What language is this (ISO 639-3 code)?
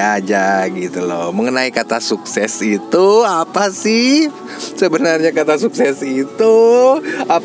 ind